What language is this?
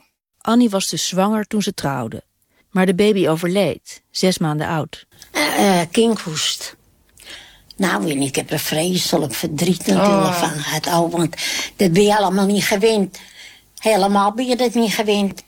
Dutch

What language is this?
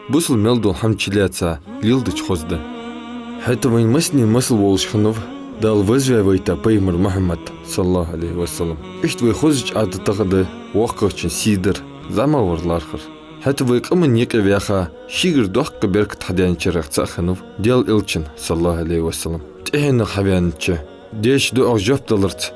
Ingush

